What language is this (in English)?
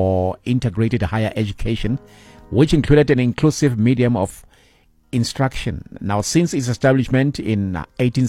English